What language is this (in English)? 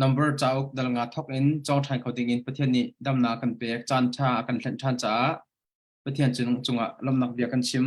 Hakha Chin